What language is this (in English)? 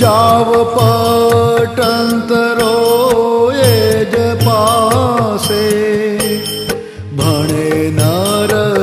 Gujarati